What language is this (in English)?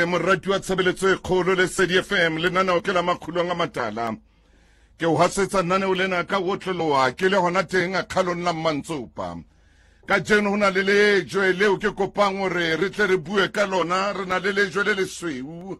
Southern Sotho